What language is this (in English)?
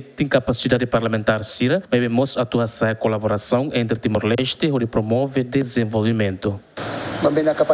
Tetum